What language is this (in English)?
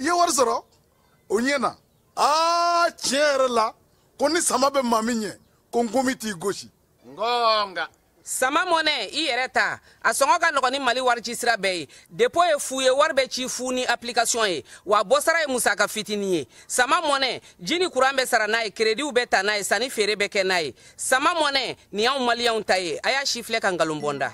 Bambara